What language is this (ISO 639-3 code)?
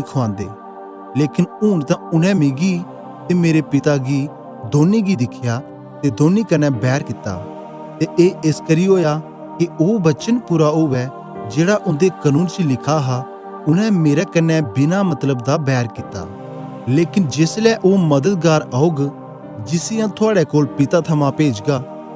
doi